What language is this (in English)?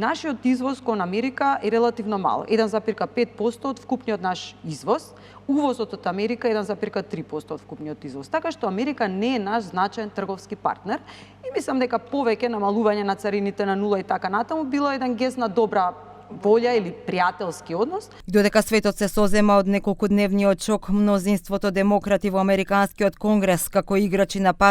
Macedonian